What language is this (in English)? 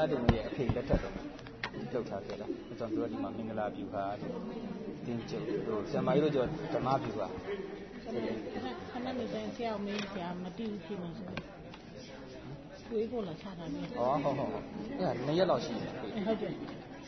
Burmese